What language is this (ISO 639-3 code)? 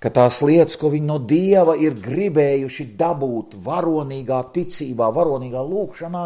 lav